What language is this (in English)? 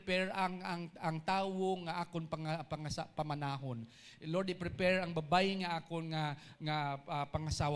Hiligaynon